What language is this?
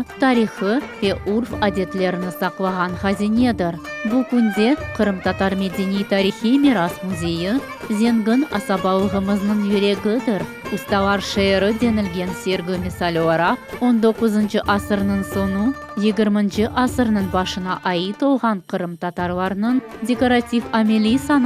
Crimean Tatar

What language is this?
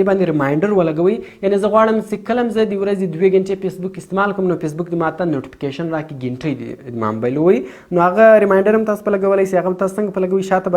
Pashto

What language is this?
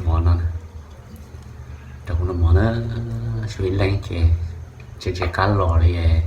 Hmong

